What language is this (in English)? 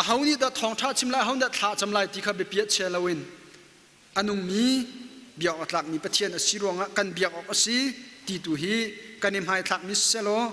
Hakha Chin